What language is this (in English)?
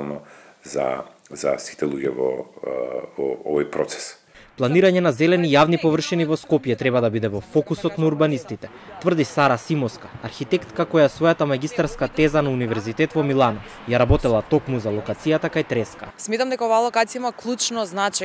Macedonian